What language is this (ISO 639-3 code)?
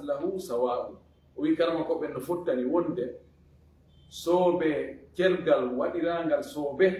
ful